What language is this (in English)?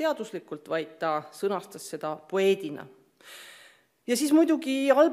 Estonian